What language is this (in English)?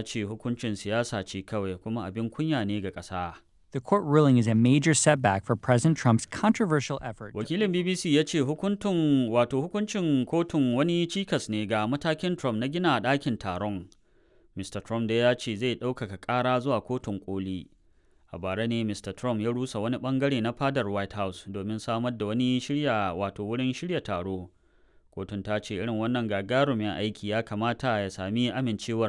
Hausa